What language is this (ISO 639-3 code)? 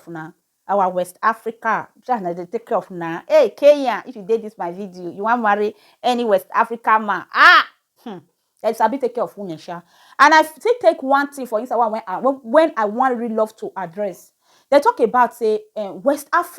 pcm